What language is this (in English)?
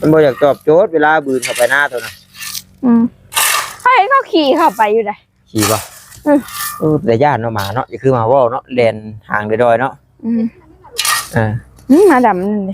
Lao